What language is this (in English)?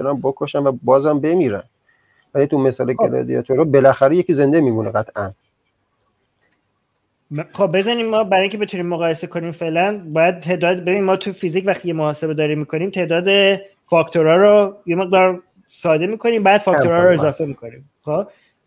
Persian